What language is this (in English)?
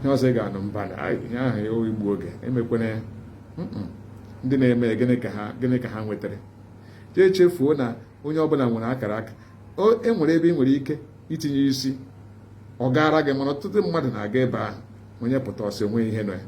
Igbo